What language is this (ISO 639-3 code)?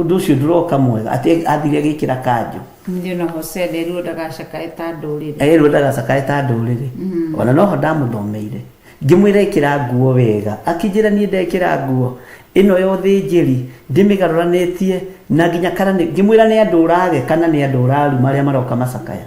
kik